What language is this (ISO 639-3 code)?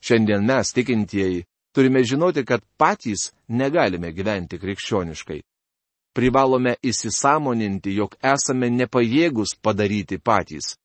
lit